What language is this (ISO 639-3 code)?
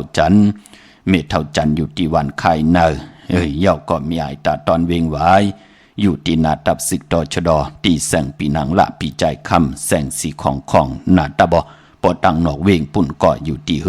shn